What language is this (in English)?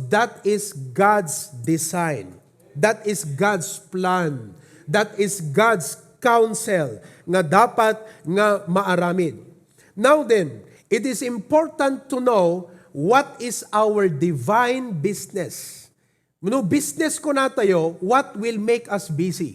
Iloko